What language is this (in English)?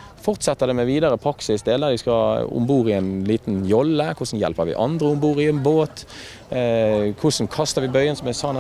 Norwegian